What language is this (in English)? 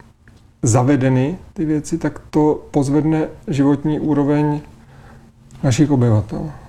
Czech